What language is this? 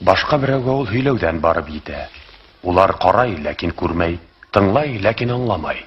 Bashkir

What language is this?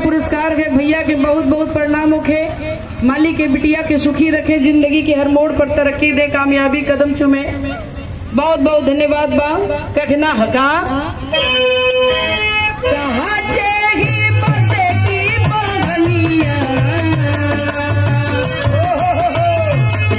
Bhojpuri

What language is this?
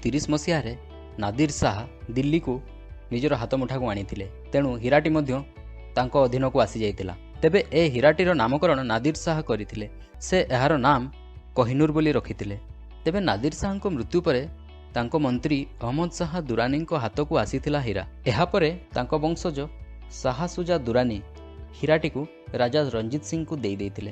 Odia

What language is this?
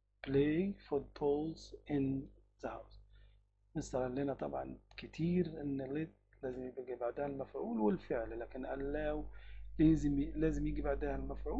Egyptian Arabic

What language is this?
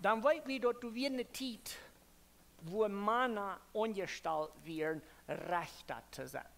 Plautdietsch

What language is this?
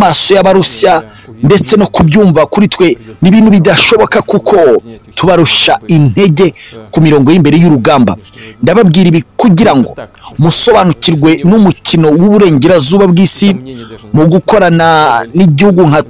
Kinyarwanda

